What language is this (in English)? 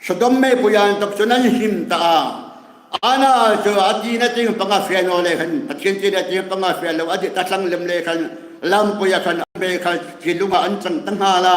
Hmar